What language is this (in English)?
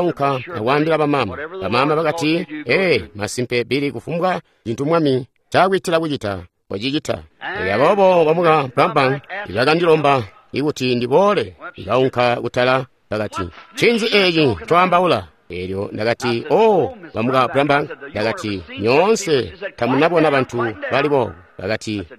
Tonga (Zambia)